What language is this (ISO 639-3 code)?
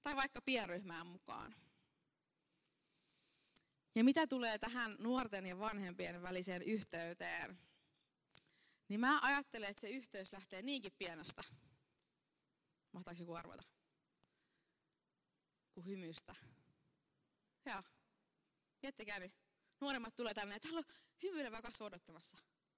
fin